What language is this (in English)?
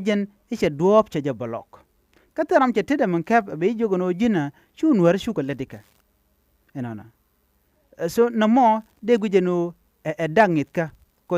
Nuer